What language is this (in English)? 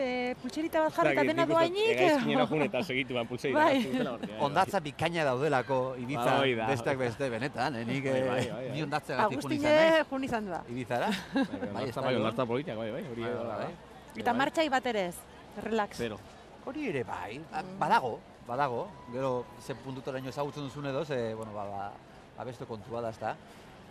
Basque